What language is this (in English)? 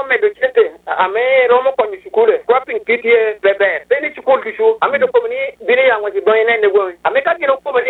Lango (Uganda)